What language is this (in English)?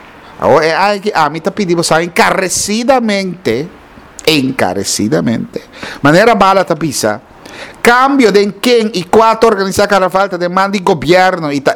Papiamento